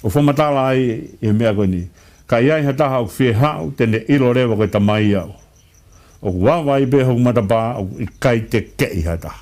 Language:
Tongan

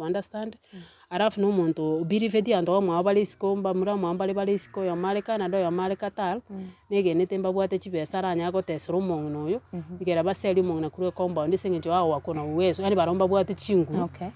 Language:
Gusii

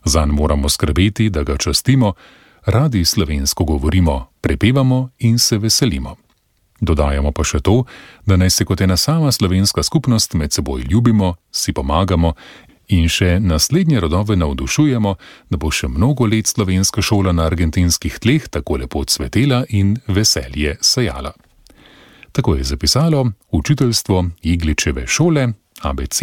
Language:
Slovenian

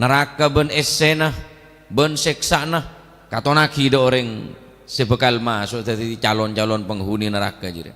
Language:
Madurese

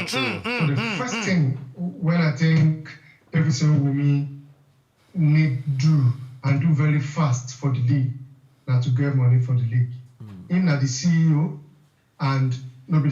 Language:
Nigerian Pidgin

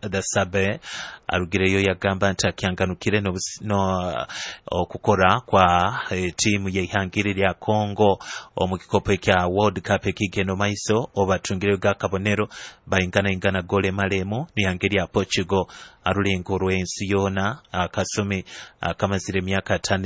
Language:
Nyoro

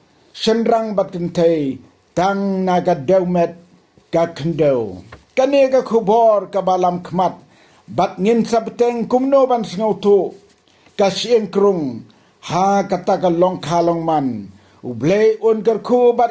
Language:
Khasi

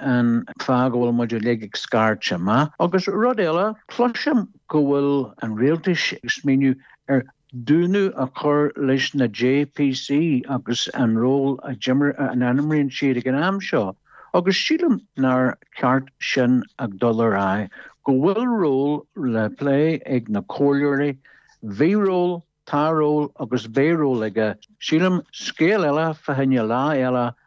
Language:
Irish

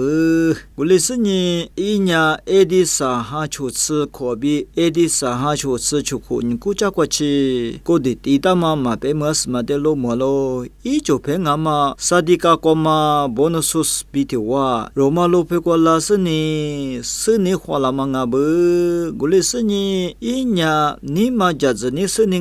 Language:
Lisu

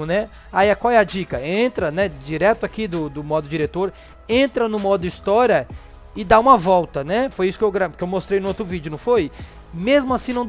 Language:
Portuguese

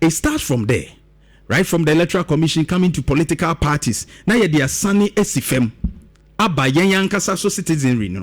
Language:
Akan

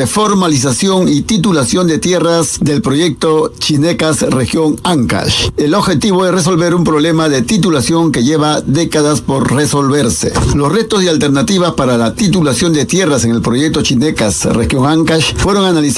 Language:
Spanish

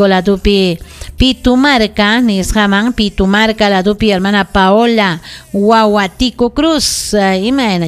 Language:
Ayacucho Quechua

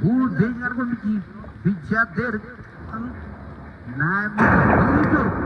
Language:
Marshallese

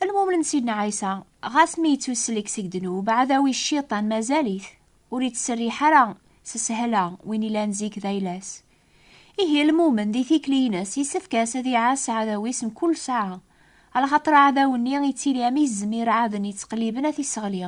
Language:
Kabyle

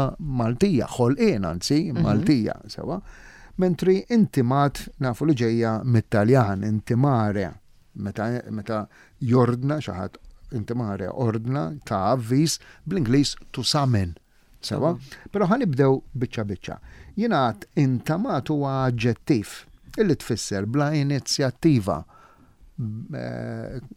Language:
Maltese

